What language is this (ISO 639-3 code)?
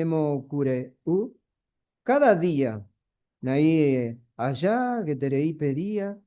grn